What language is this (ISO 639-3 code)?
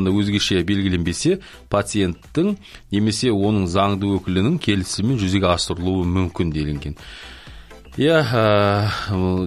kaz